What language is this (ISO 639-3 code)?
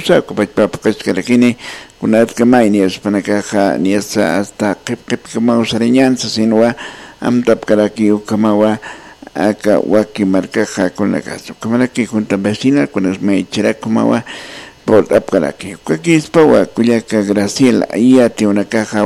aym